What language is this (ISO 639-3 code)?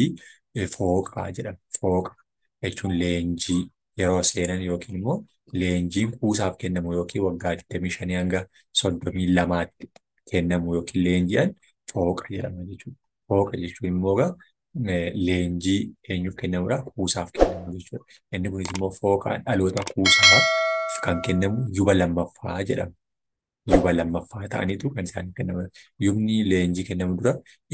orm